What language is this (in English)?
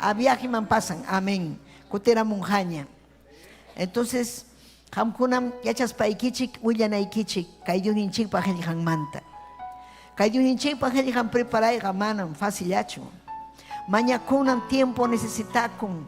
Ayacucho Quechua